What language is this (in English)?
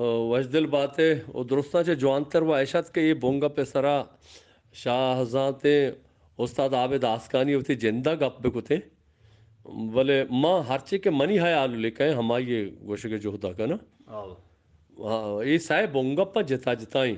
Eastern Balochi